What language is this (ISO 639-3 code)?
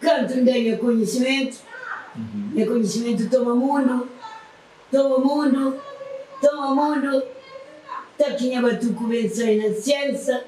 kea